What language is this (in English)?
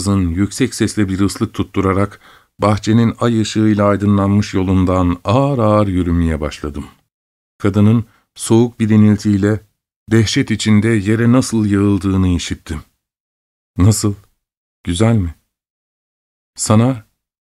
Turkish